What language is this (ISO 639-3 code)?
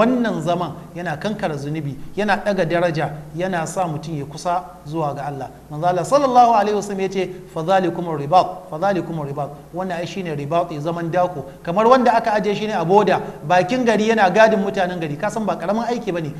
hau